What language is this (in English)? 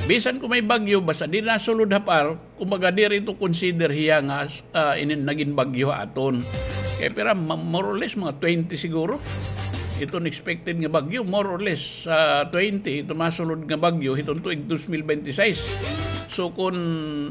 Waray